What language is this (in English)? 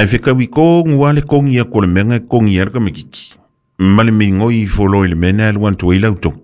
Samoan